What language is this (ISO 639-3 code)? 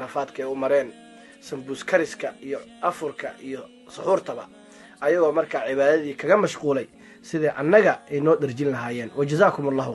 som